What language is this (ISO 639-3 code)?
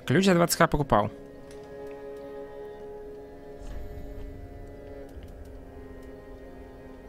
rus